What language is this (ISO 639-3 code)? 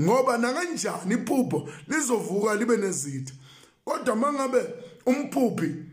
zul